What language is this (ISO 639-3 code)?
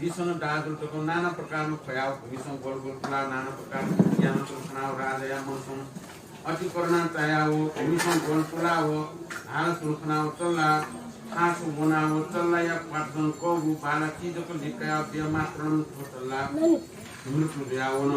new